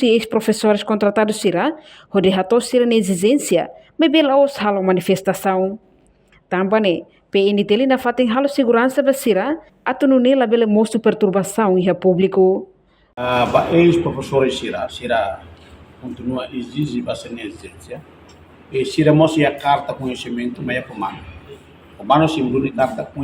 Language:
Tetum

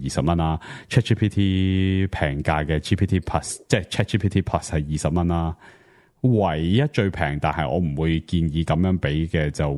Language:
Cantonese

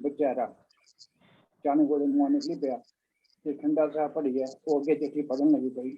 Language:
Dogri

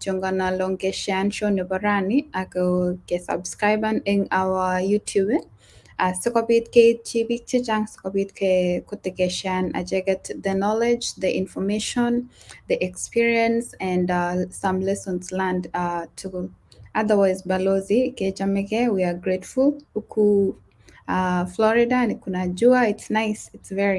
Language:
Kalenjin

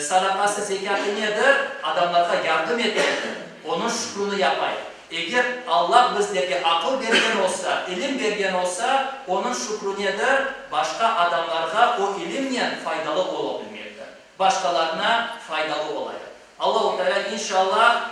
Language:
Crimean Tatar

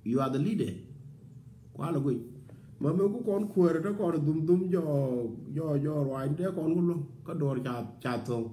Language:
Nuer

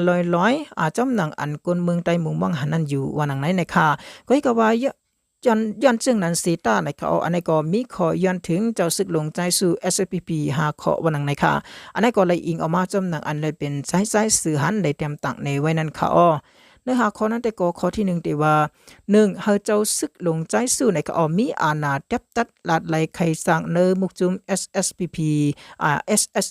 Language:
Shan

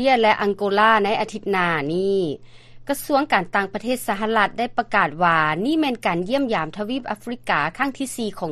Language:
Lao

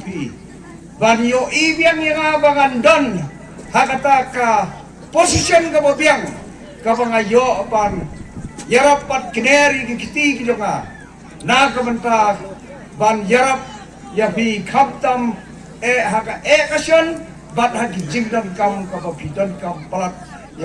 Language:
Khasi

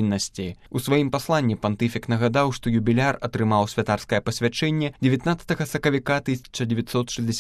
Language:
Belarusian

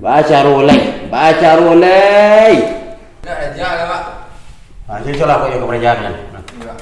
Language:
Minangkabau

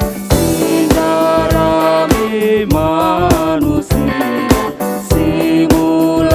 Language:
Batak Karo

